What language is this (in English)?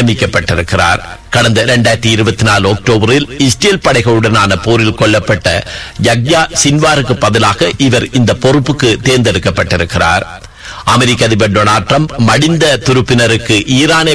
Tamil